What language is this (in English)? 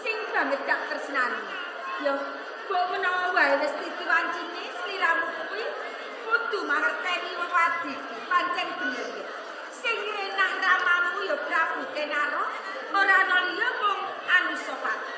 Javanese